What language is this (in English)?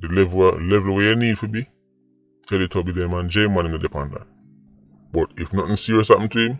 Jamaican Creole English